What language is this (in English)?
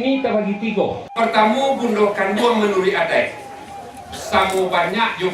Minangkabau